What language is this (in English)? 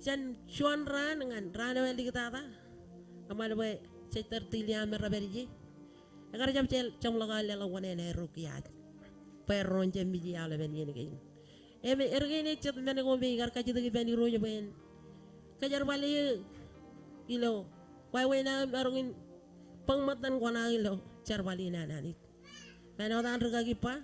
Marshallese